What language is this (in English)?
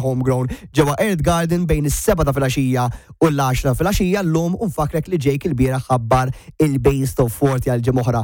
Maltese